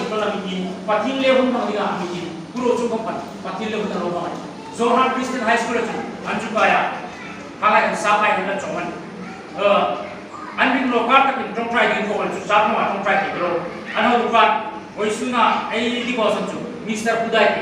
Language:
Hmar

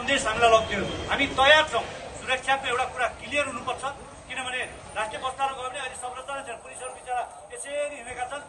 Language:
Nepali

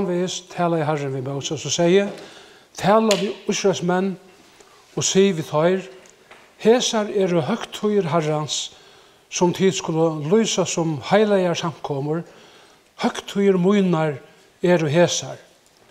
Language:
Faroese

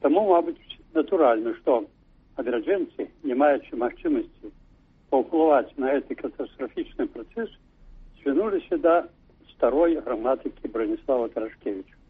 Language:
Belarusian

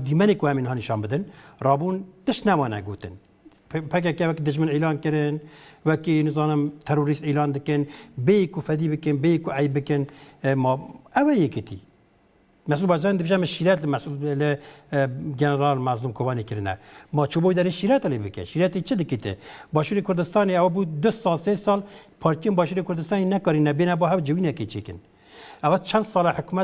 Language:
Kurdish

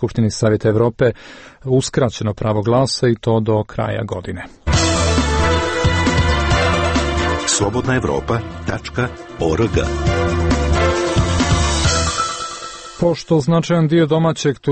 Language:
Serbian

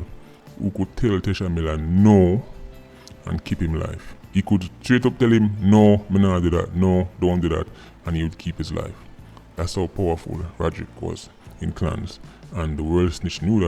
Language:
Jamaican Creole English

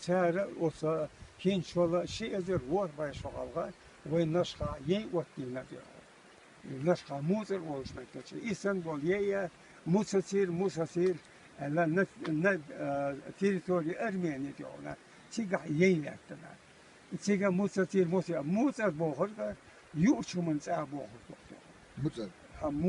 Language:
Chechen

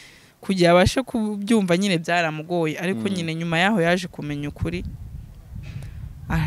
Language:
Kinyarwanda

